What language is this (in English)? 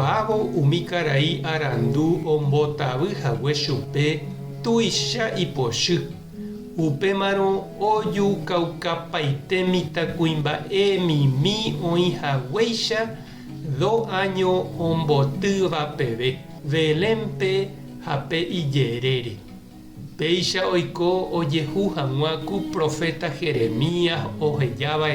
Guarani